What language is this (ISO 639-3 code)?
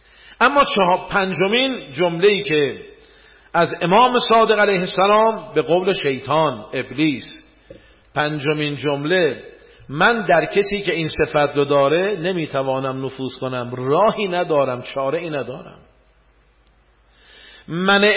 fas